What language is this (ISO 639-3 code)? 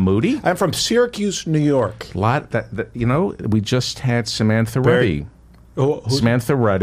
eng